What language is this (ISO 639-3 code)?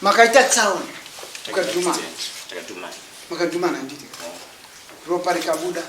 sna